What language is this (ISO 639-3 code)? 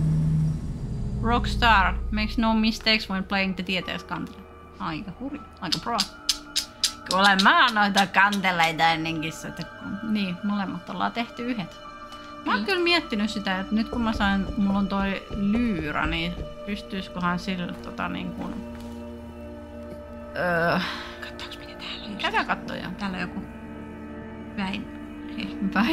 fin